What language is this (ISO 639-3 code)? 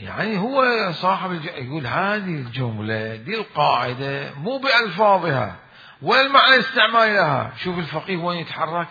acm